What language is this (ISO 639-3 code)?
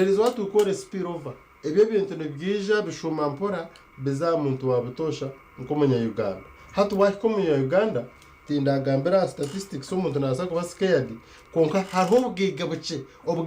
nyn